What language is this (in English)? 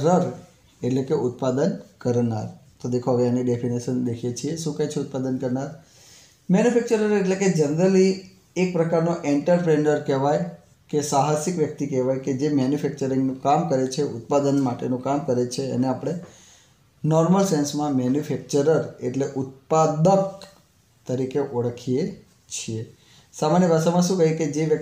Gujarati